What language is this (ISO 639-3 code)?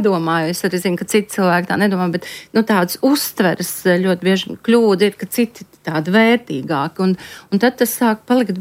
lav